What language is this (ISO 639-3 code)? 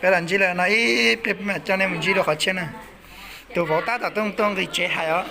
hmn